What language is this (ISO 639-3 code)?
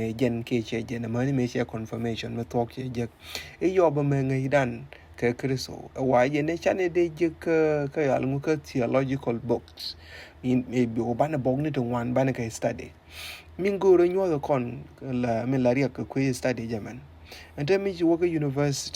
nus